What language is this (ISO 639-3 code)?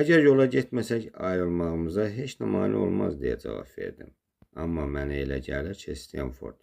aze